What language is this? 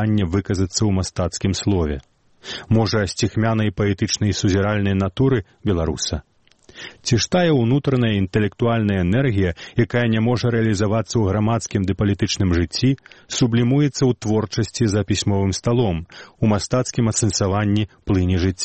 Belarusian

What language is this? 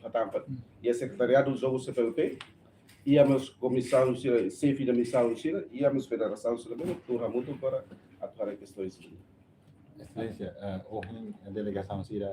Tetum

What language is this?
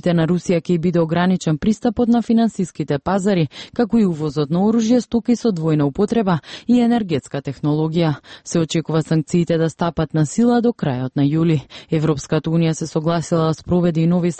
Macedonian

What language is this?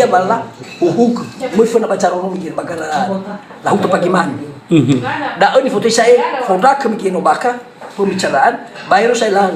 Nias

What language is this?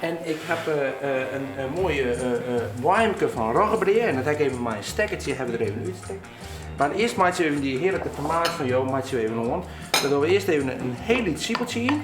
Western Frisian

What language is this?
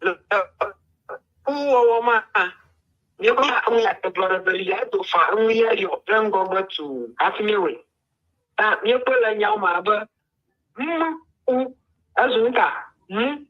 Ewe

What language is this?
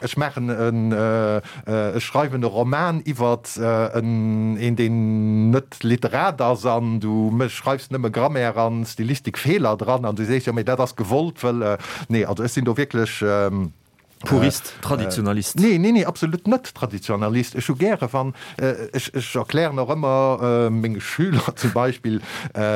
Luxembourgish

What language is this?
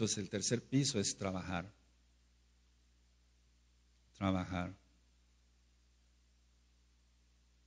Spanish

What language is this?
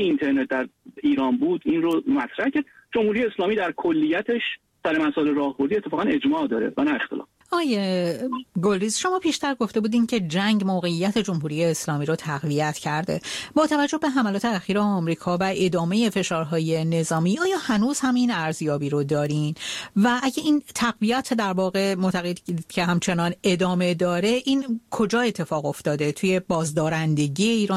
Persian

